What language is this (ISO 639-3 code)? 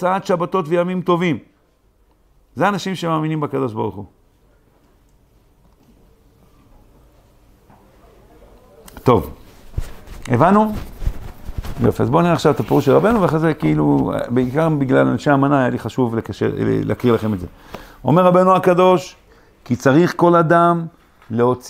heb